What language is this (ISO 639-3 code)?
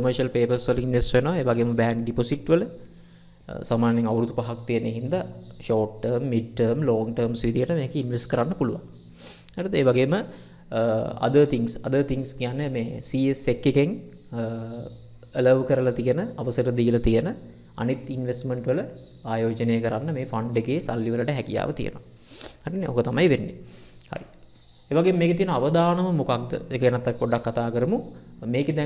sin